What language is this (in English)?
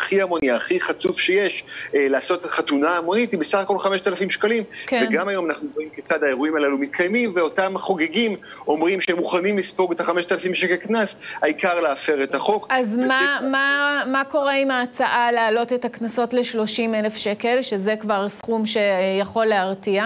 Hebrew